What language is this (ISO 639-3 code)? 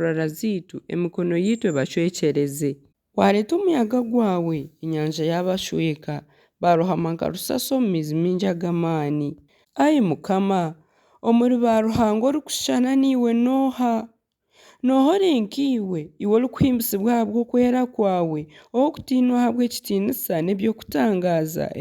nyn